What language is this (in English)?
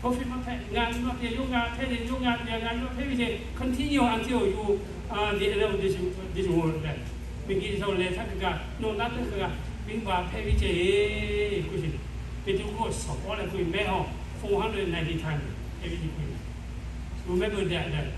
Lahu